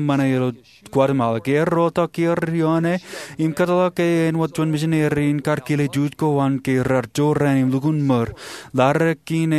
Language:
Marshallese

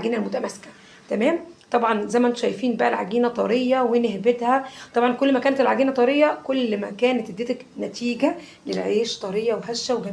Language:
Egyptian Arabic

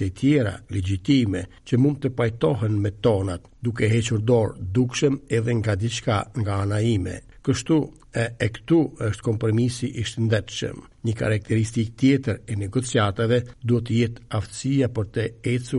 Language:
Albanian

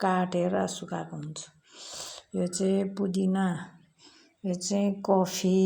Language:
Nepali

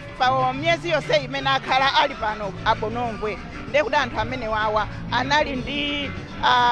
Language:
Nyanja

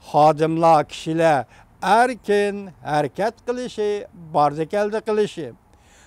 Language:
Uyghur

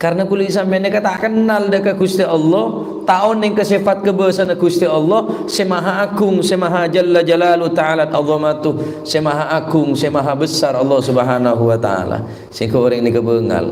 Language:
Madurese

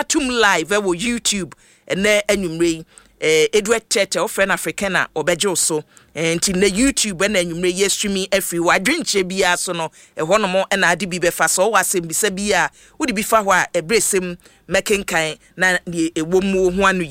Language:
Akan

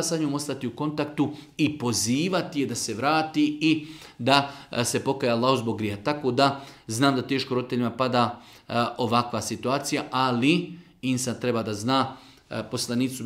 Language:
Bosnian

